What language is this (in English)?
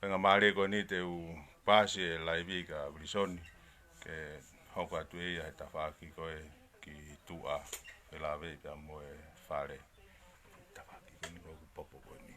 Tongan